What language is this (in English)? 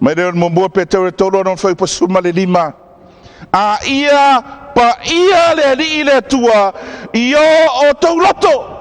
Samoan